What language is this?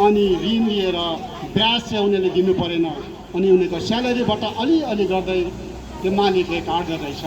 Nepali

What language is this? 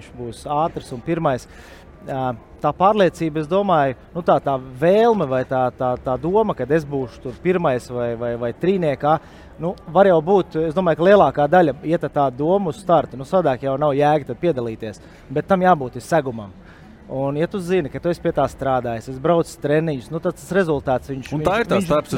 Latvian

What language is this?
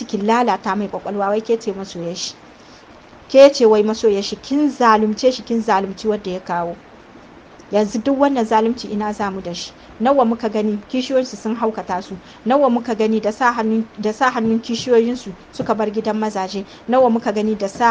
Hausa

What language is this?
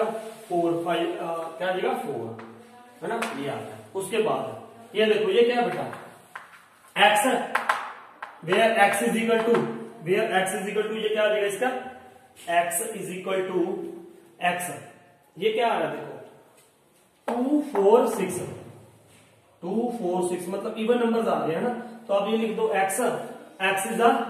Hindi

